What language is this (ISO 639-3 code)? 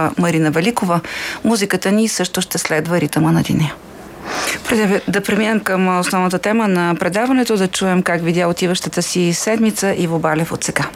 bul